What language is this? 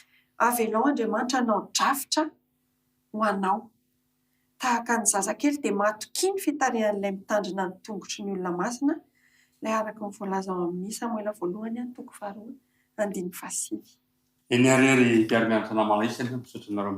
Malagasy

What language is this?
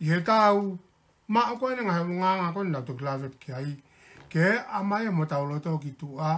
Tongan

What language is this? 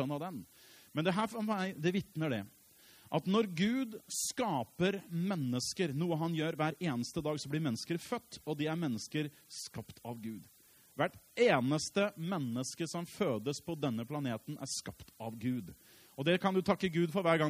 Norwegian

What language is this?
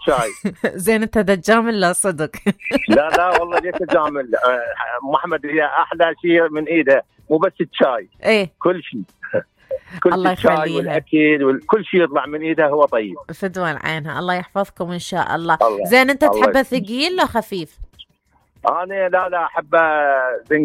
Mesopotamian Arabic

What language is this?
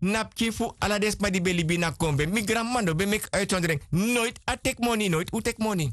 Sranan Tongo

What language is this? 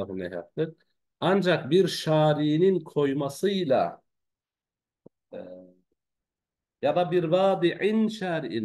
Turkish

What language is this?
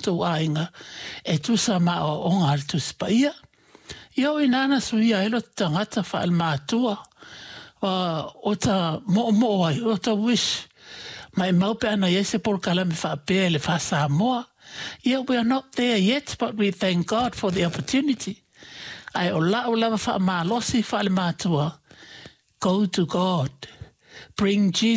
Samoan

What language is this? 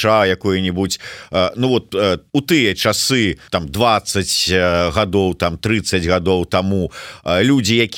Belarusian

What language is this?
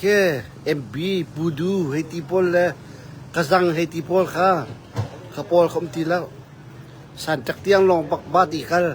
Hakha Chin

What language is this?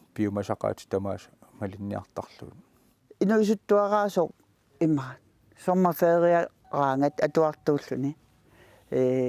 Kalaallisut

